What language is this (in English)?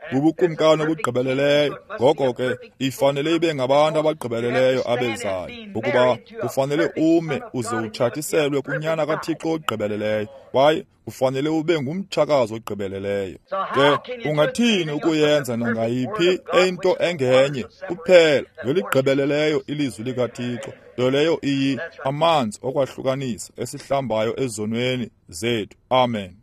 Xhosa